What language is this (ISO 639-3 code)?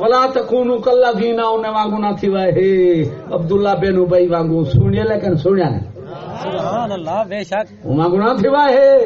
skr